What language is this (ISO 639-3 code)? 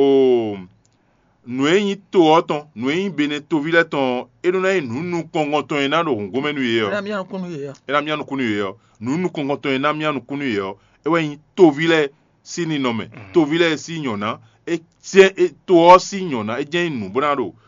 fon